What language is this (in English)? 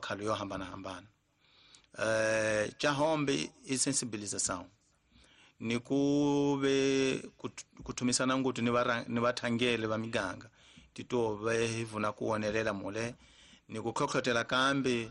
Tsonga